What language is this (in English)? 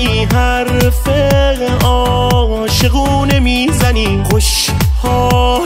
Persian